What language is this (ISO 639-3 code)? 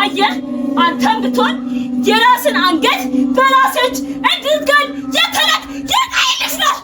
amh